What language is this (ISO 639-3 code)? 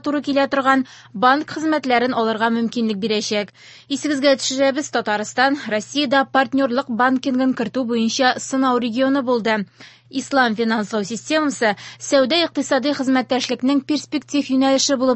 tat